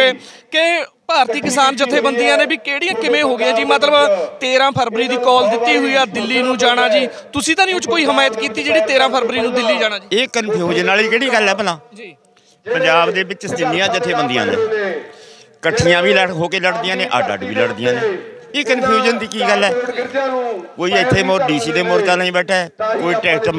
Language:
Punjabi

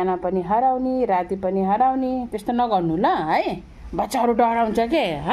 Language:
Nepali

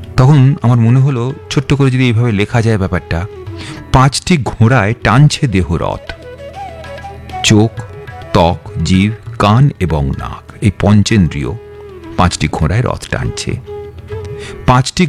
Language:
Bangla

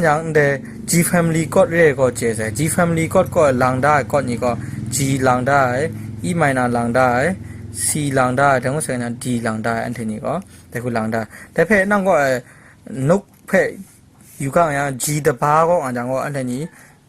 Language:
Kachin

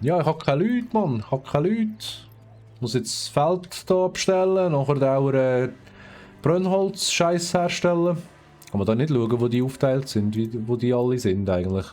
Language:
Swiss German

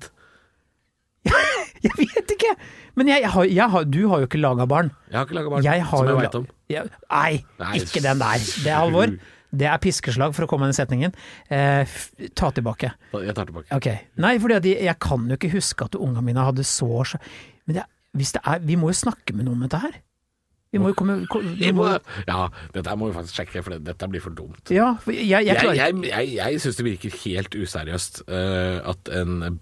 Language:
Norwegian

